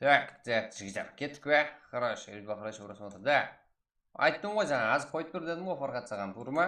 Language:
Kara-Kalpak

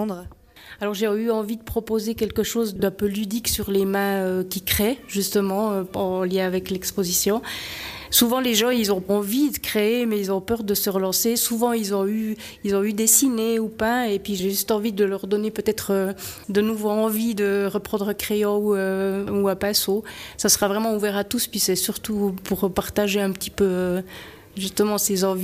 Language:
French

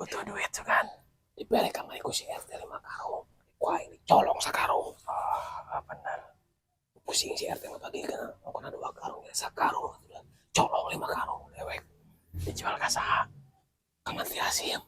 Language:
Sundanese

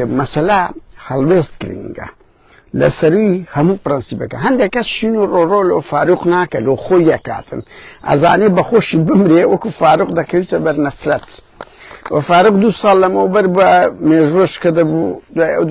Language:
Central Kurdish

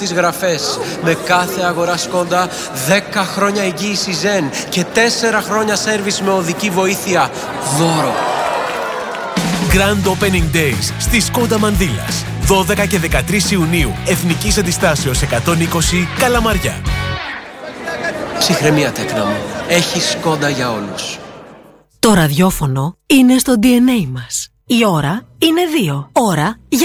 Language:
Greek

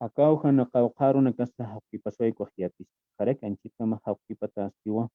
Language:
Aymara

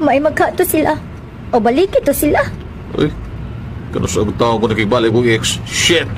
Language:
Cebuano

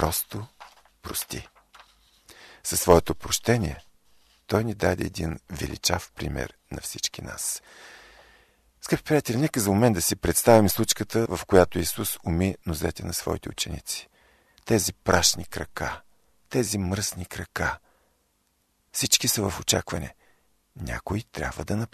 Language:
Bulgarian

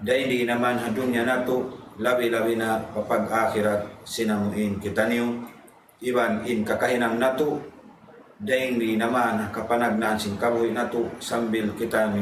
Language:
Tausug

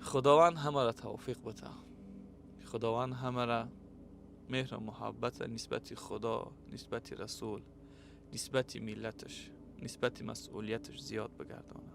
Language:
Tajik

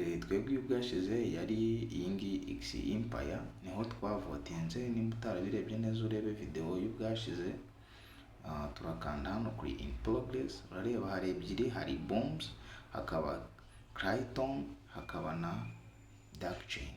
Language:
Kinyarwanda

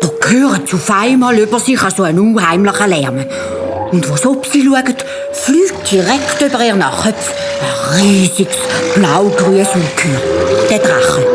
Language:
Swiss German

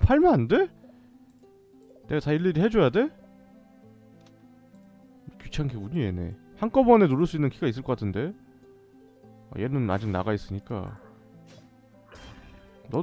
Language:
Korean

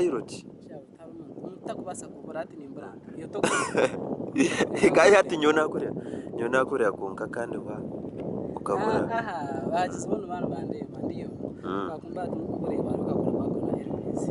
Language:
Nyankole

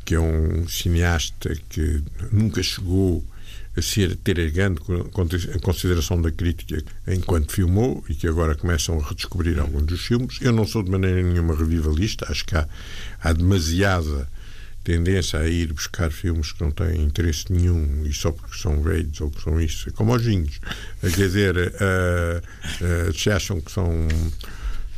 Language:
Portuguese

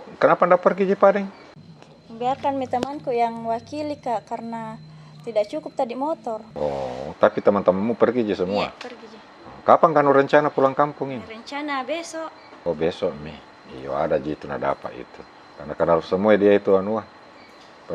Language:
Makassar Malay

